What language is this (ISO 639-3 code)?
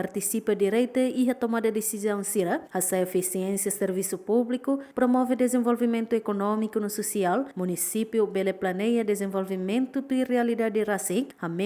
tet